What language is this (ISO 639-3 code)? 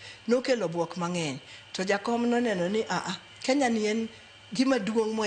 luo